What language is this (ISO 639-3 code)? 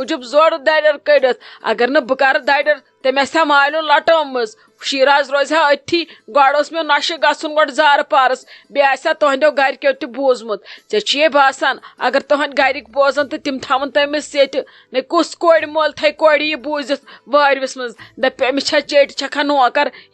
kas